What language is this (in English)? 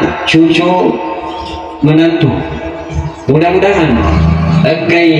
Buginese